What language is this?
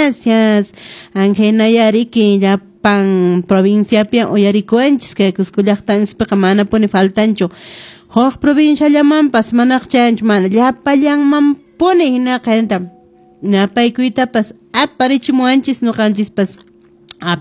Quechua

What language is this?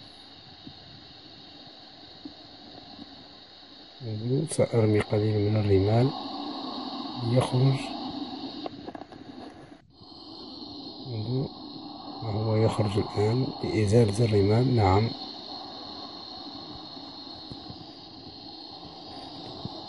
Arabic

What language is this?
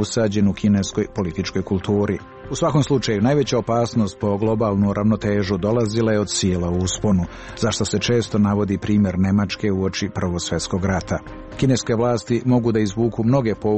Serbian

